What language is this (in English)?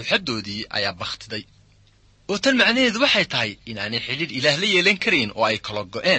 Somali